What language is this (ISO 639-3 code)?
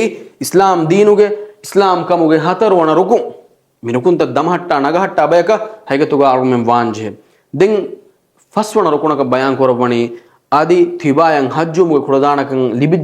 div